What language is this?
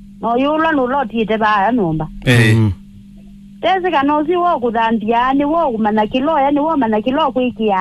Kamba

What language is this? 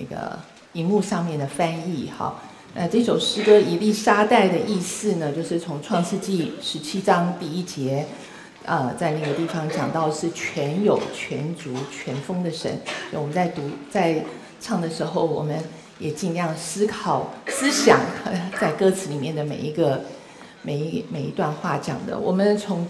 Chinese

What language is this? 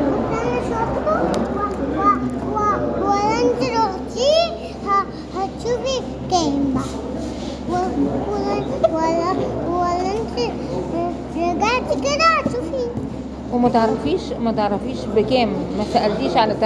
Egyptian Arabic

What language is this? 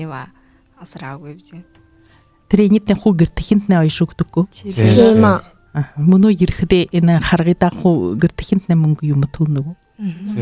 Buriat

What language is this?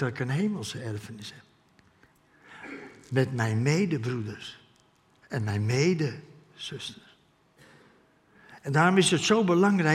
Dutch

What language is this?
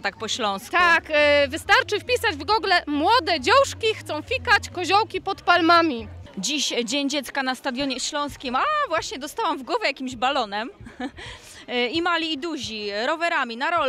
Polish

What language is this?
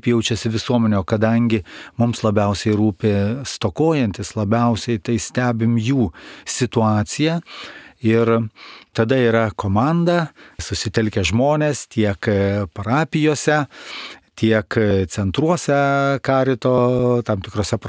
Lithuanian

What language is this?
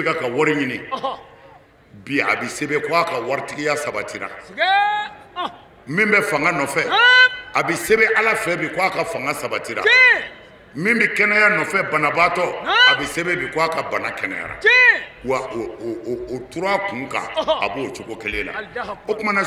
Bambara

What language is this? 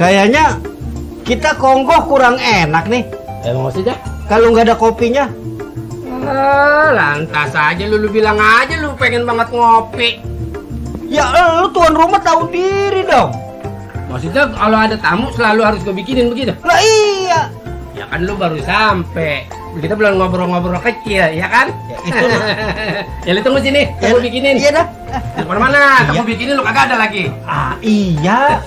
Betawi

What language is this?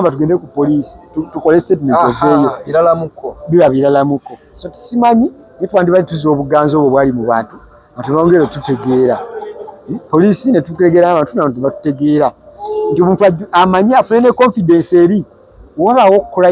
Ganda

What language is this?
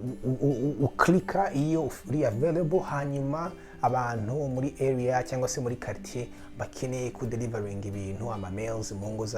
Kinyarwanda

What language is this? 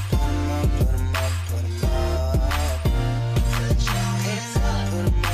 English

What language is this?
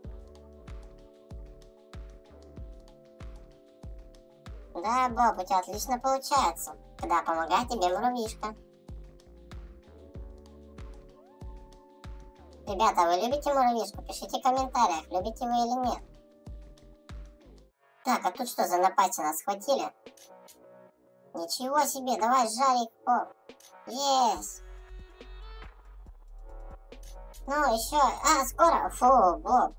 Russian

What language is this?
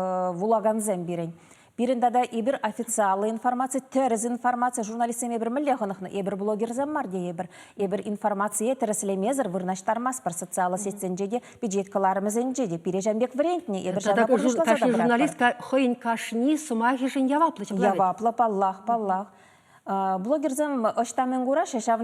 Chuvash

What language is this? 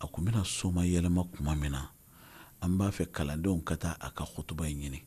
Bambara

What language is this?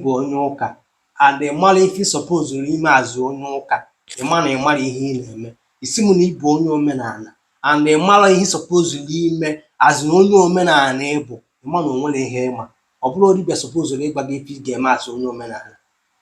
Igbo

